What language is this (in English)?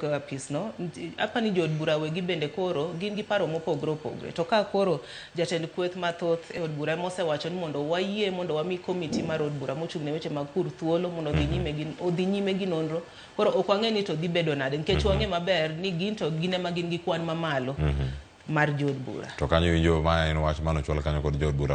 Luo (Kenya and Tanzania)